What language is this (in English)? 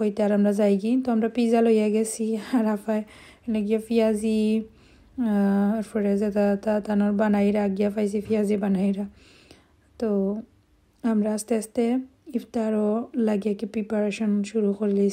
Sylheti